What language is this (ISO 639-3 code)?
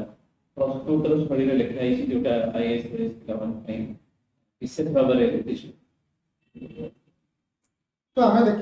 ori